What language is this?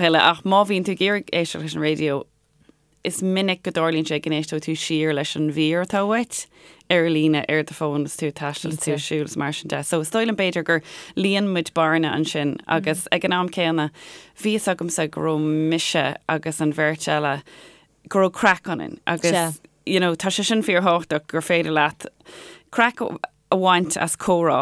Irish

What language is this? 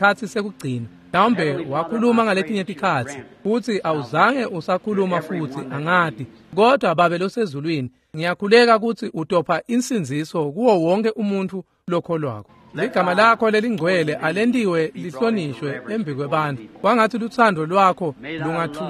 Swati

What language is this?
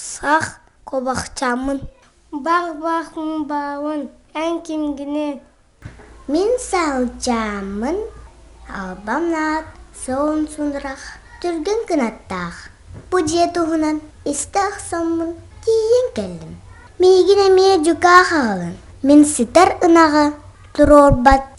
Yakut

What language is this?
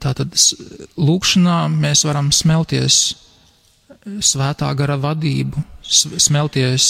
Latvian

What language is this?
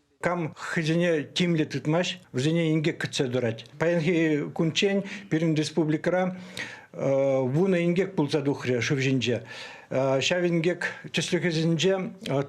Chuvash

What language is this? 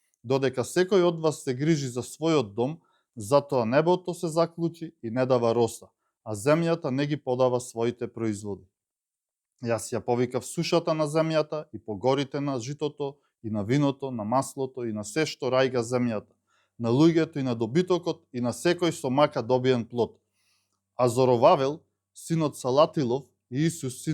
Macedonian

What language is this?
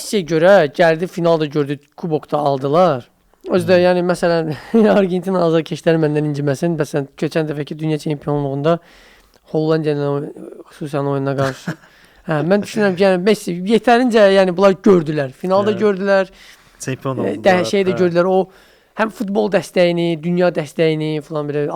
Azerbaijani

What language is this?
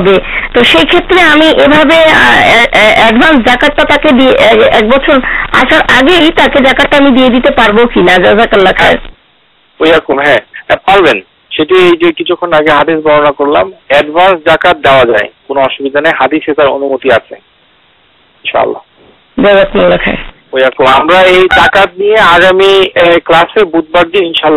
Bangla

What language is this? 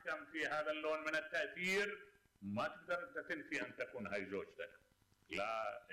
Mesopotamian Arabic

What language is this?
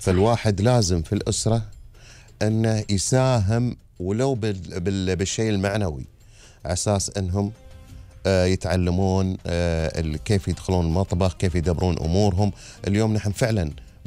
Gulf Arabic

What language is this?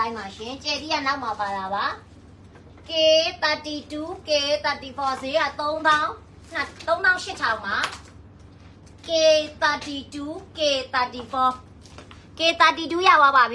Burmese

